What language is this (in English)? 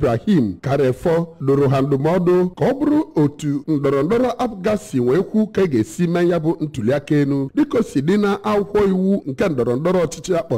Igbo